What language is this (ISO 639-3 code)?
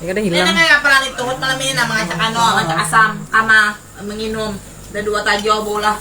bjn